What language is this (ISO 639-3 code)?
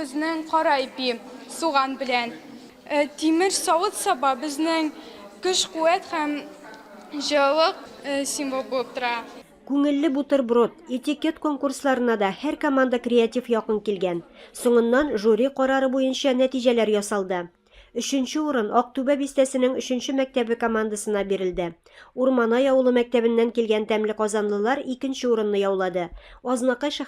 tat